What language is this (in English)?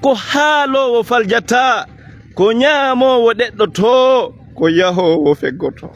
Fula